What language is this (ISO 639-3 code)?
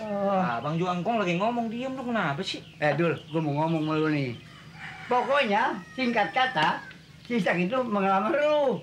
bew